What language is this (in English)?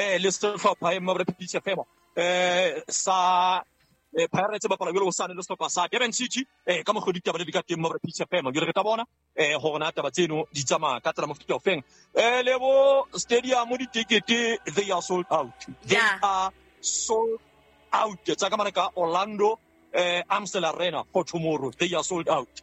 Southern Sotho